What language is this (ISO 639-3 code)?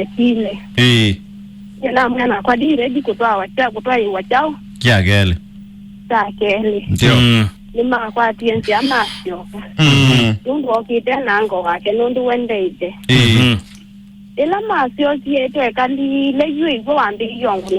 kam